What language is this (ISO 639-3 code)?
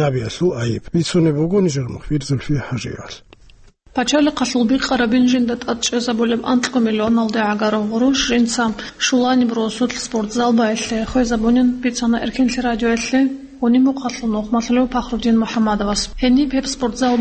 ava